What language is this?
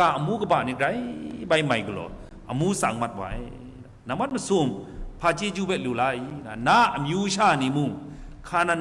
Kachin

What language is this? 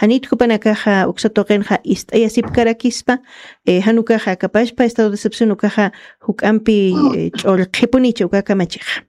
Aymara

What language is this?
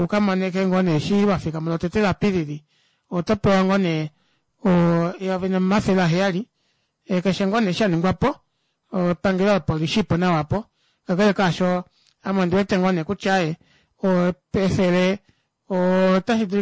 Kuanyama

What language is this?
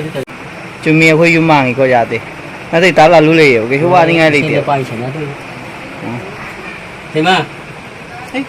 Manipuri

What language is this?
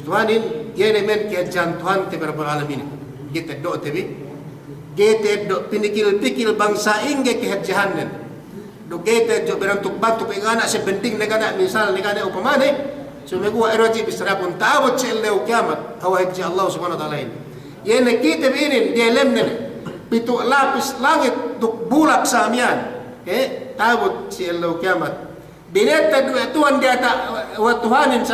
Yakan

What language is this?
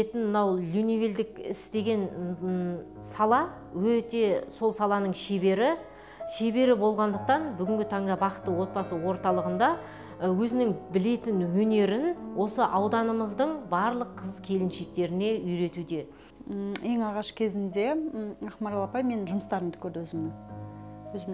Kazakh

